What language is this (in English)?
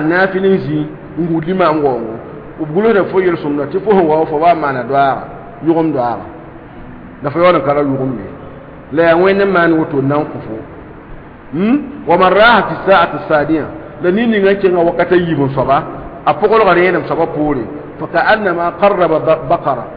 Mossi